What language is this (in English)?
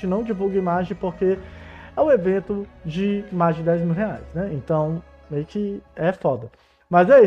Portuguese